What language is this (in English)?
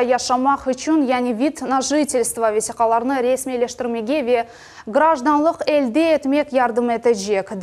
Crimean Tatar